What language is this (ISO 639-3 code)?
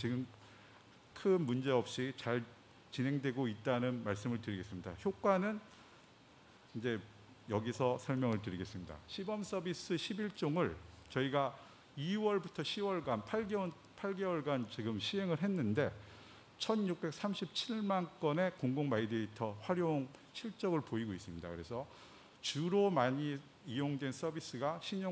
kor